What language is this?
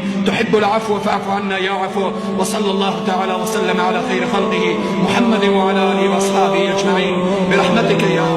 Persian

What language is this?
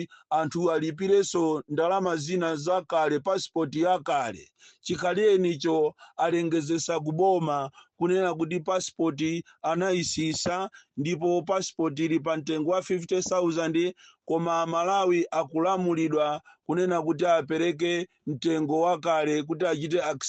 Nyanja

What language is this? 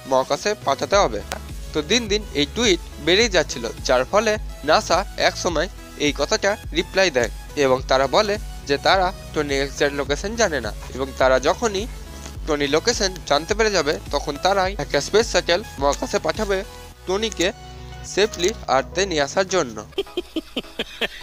Bangla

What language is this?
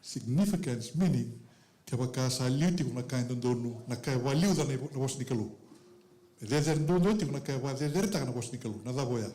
Fijian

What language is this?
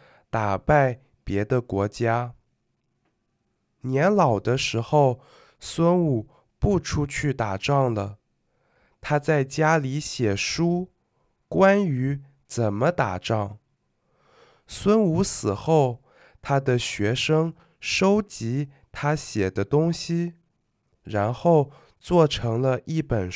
Chinese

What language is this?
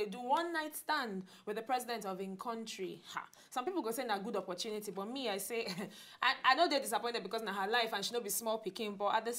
Nigerian Pidgin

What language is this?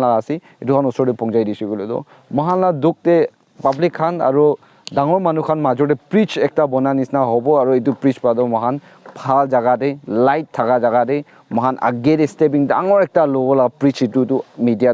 Naga Pidgin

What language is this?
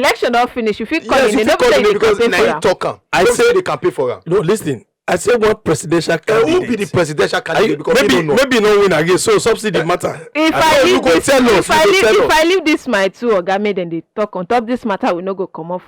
Nigerian Pidgin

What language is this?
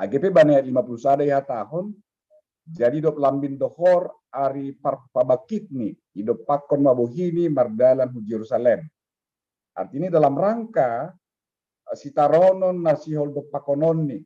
Batak Simalungun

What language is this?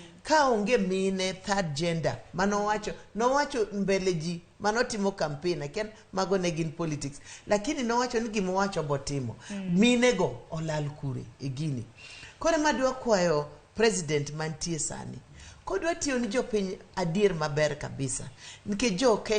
Luo (Kenya and Tanzania)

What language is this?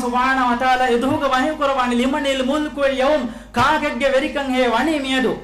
Divehi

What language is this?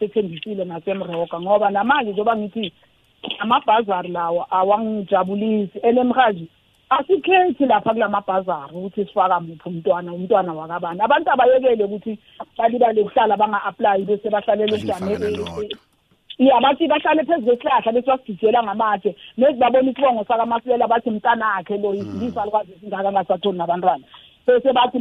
South Ndebele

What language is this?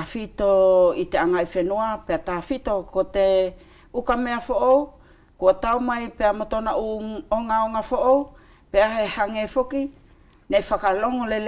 Wallisian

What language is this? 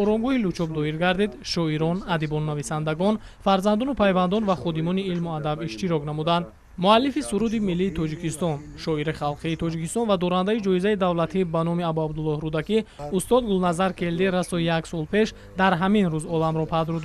Tajik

